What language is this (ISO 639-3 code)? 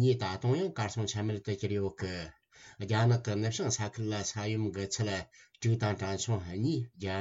bod